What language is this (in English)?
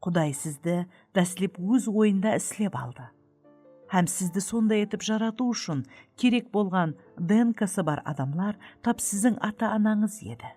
Kara-Kalpak